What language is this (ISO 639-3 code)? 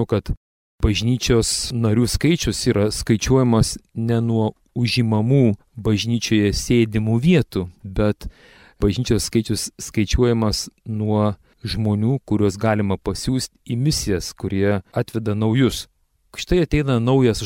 lit